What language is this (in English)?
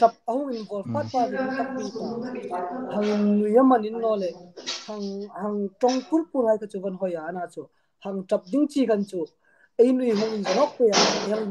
Hmar